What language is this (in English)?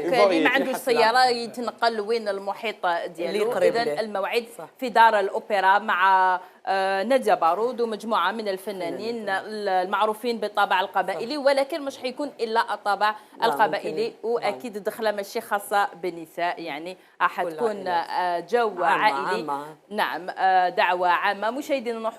Algerian Arabic